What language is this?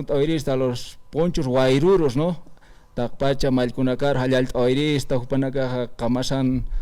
Aymara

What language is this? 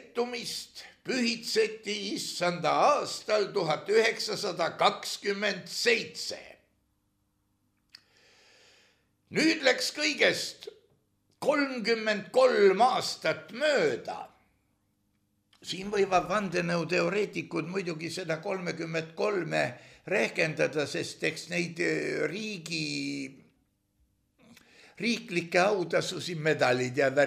Estonian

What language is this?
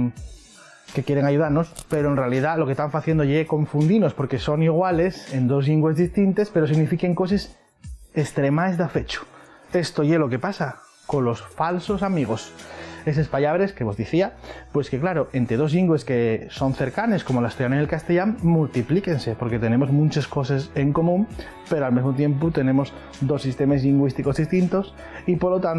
Asturian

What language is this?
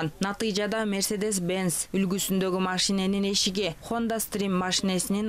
Kyrgyz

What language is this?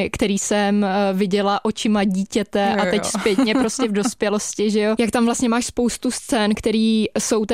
Czech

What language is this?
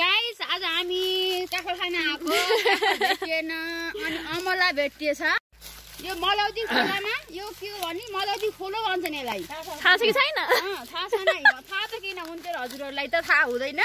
Nepali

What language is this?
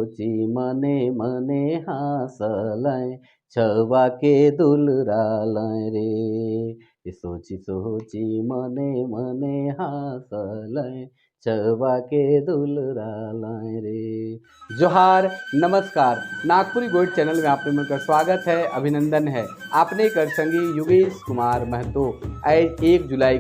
Sadri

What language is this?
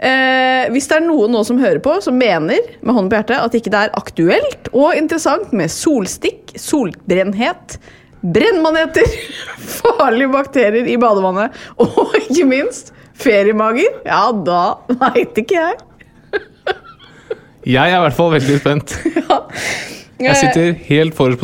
Norwegian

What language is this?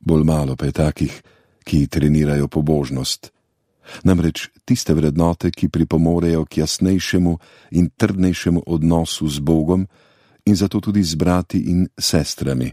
Slovenian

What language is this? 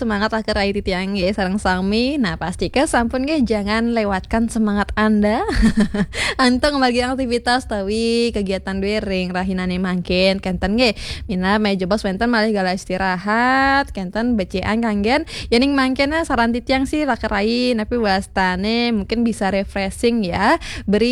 Balinese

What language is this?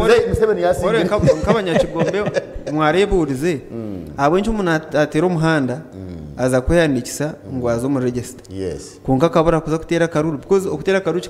Nyankole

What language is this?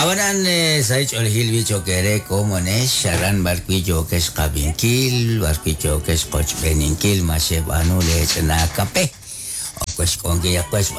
Kekchí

